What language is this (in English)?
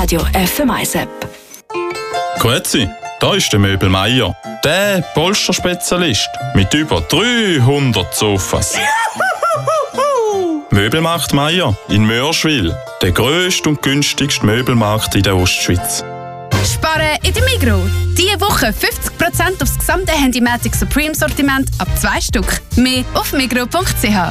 German